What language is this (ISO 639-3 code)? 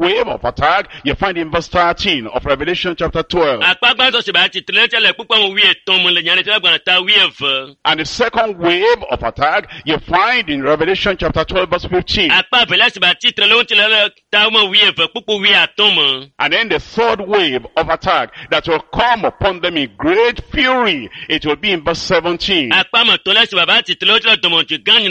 ewe